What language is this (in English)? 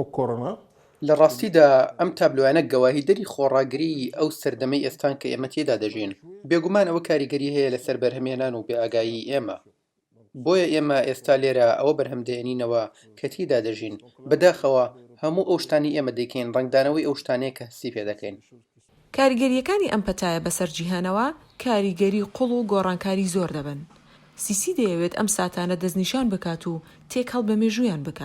Central Kurdish